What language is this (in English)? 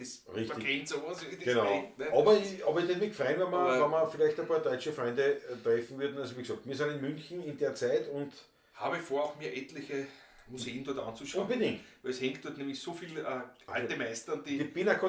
Bavarian